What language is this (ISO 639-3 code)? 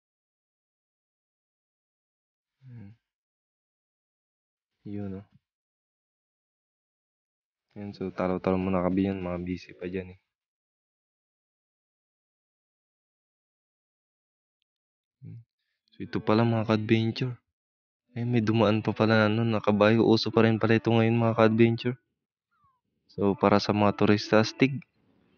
fil